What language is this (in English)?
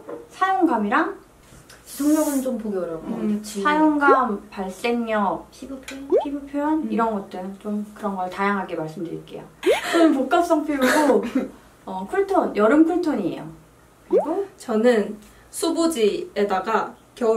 Korean